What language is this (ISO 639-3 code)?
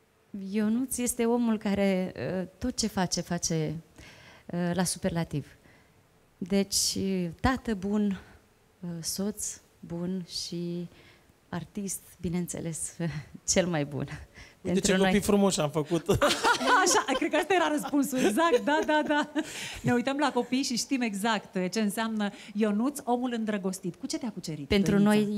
ron